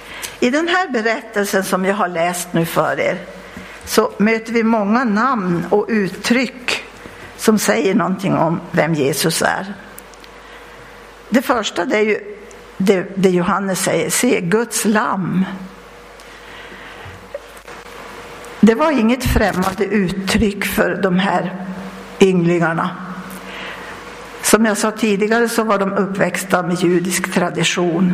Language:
Swedish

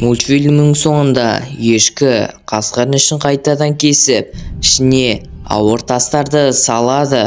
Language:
Kazakh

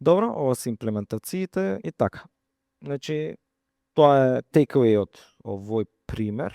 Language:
Macedonian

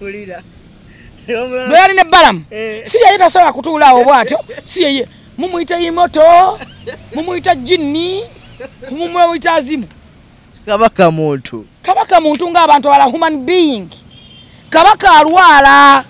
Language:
Ganda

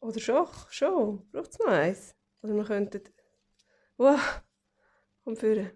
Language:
Swiss German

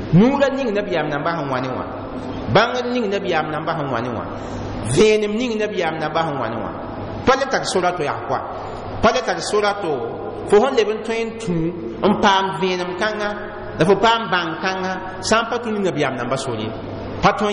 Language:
Mossi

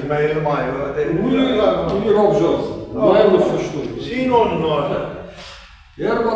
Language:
Ossetic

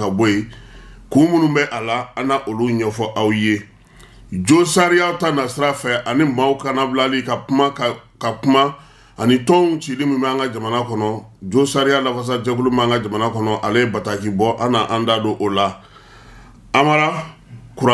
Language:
Bambara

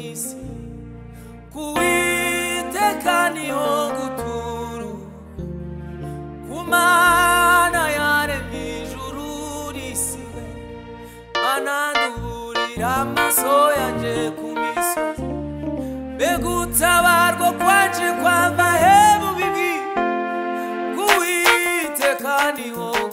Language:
Kinyarwanda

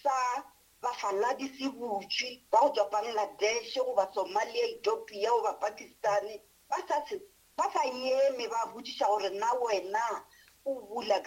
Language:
Northern Sotho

